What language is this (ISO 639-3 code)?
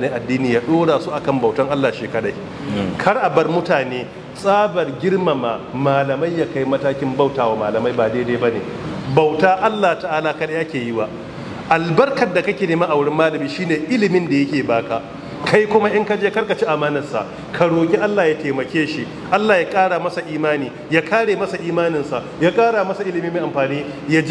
hau